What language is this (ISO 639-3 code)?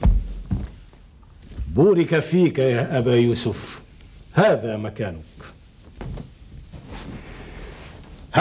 arz